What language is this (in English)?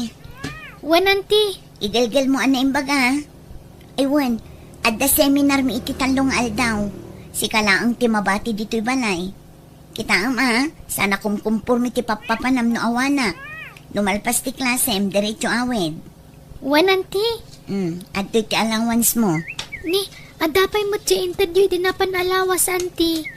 Iloko